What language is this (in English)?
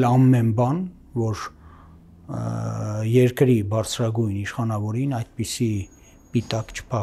Armenian